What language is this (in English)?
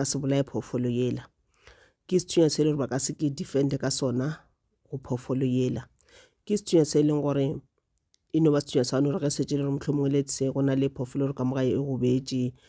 Northern Sotho